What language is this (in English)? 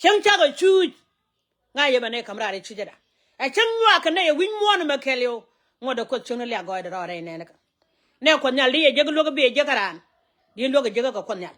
Nuer